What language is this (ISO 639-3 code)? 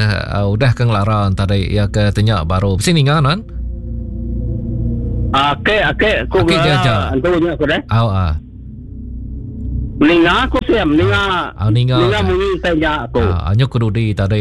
iba